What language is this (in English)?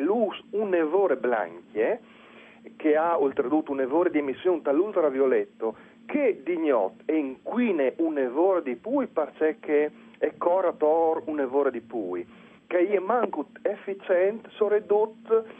Friulian